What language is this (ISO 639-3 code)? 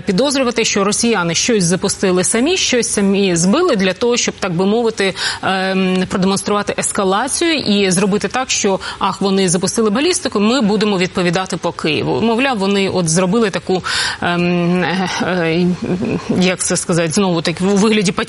ukr